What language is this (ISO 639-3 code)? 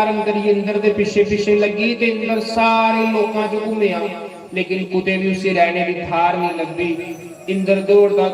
doi